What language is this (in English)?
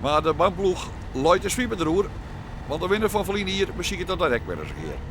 Western Frisian